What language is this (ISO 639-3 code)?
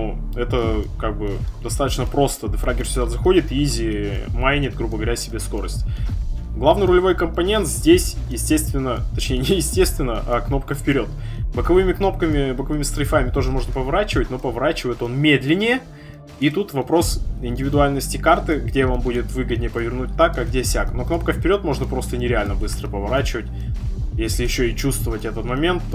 rus